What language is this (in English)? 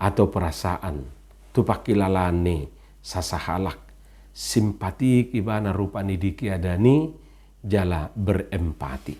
Batak Toba